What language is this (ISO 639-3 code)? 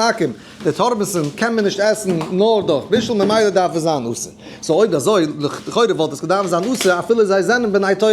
yid